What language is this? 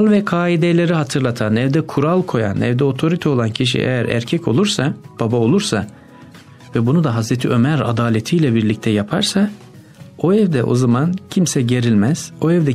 Turkish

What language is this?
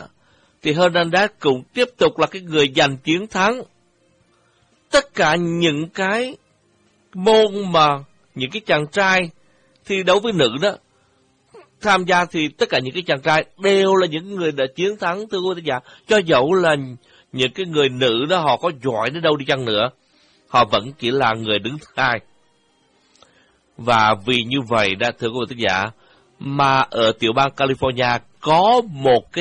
Vietnamese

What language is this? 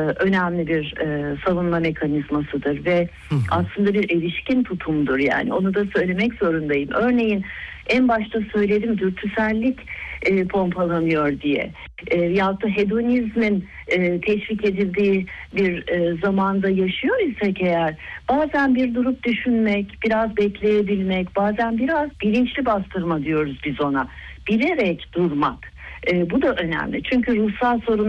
Turkish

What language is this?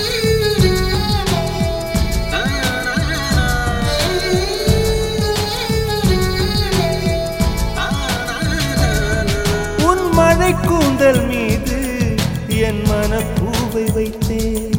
Tamil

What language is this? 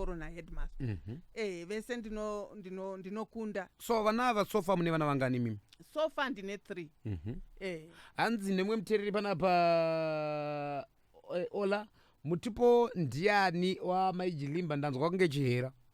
Shona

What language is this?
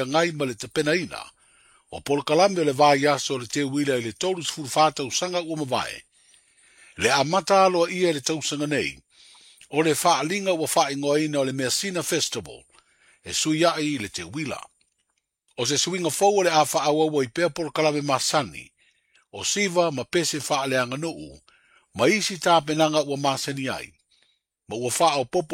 Samoan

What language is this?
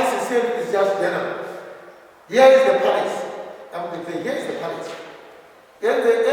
Southern Sotho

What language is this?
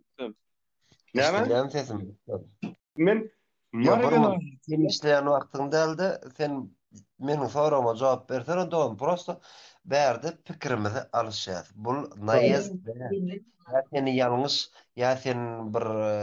Turkmen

